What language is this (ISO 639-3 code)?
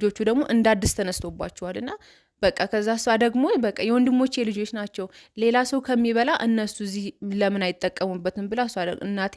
amh